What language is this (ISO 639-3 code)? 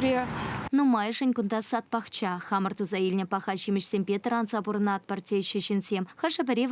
chv